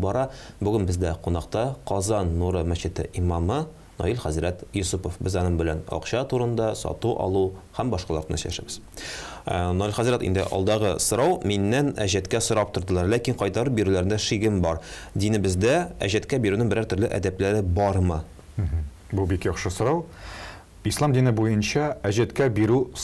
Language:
Tatar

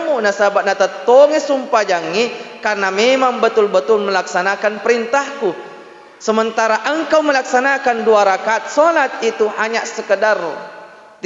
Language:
Buginese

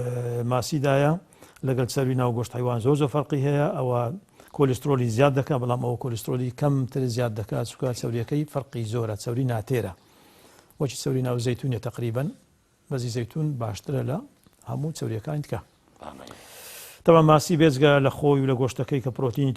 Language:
Central Kurdish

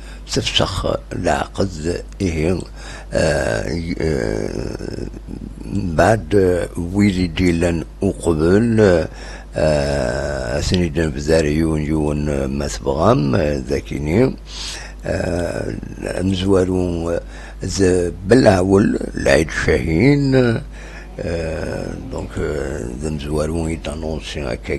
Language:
Kabyle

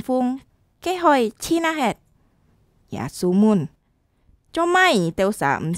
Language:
Hakka Chinese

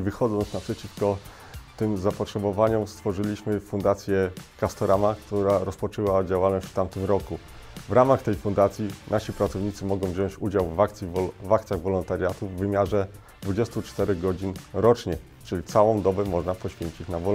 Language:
Polish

